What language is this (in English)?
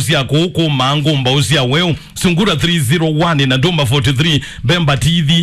Kamba